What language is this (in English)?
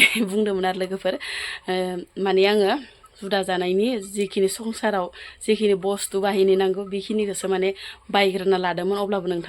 Bodo